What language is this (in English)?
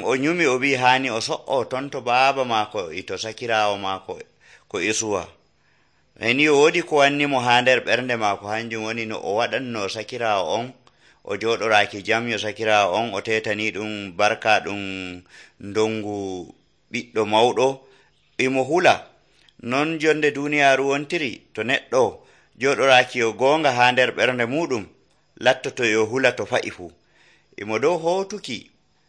Nigerian Fulfulde